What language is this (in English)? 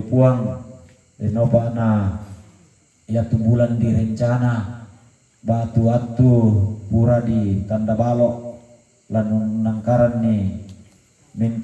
Toraja-Sa'dan